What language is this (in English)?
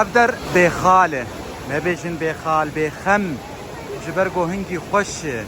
Kurdish